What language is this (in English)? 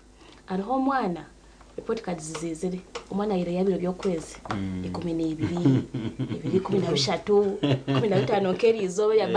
Nyankole